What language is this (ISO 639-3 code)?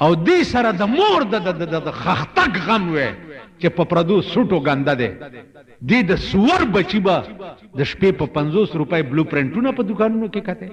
pus